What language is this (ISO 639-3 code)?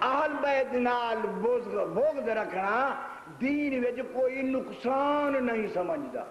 skr